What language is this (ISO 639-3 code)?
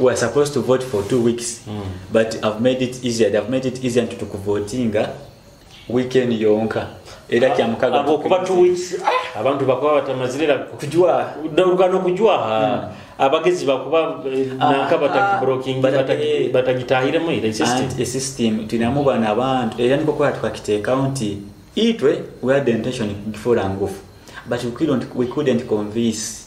nyo